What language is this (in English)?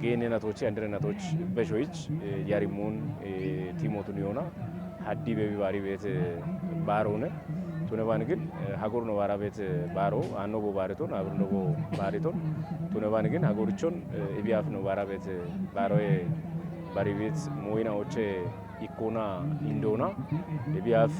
Kafa